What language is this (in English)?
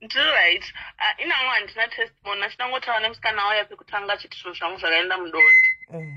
Shona